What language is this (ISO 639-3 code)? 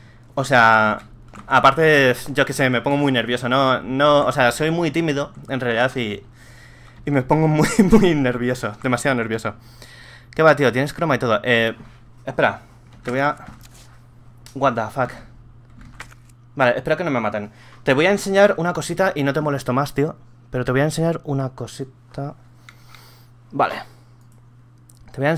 spa